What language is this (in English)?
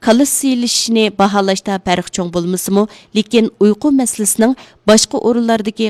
Uyghur